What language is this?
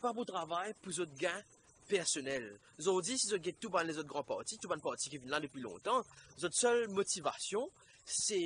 Morisyen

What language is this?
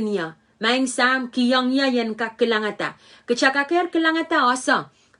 Pohnpeian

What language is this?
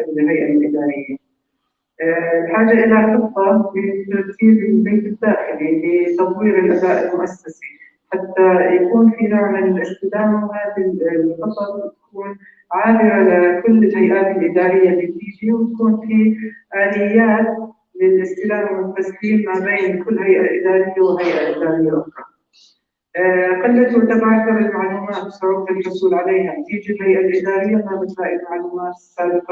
North Levantine Arabic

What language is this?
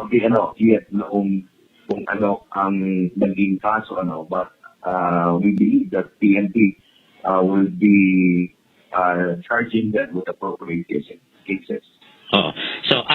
Hiligaynon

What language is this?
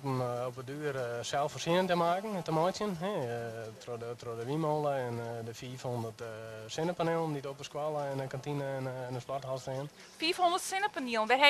Western Frisian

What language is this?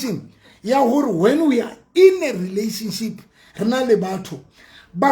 Southern Sotho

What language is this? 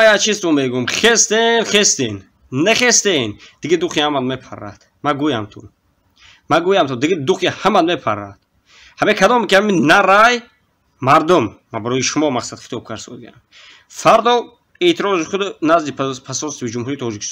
Tajik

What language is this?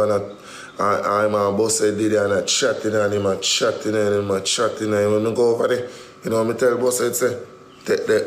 Jamaican Creole English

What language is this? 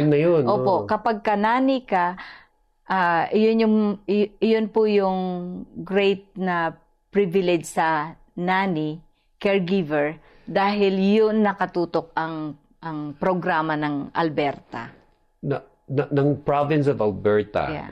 Filipino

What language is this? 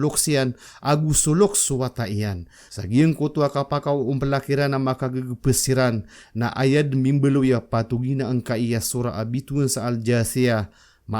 Maranao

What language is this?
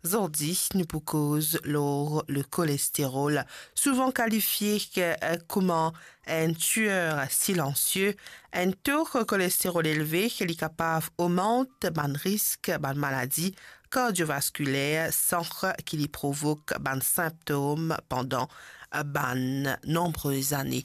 Morisyen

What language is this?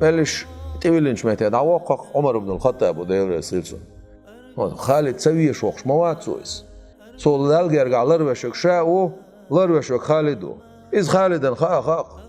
Chechen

